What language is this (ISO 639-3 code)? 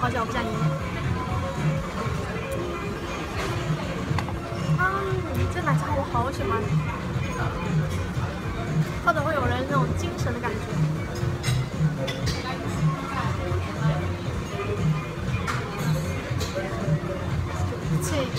zho